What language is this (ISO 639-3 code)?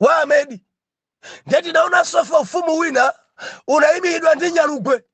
nya